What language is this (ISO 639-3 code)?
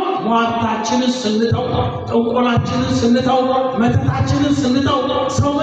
amh